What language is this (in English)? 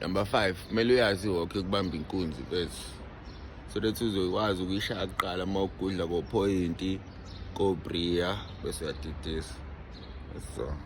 Zulu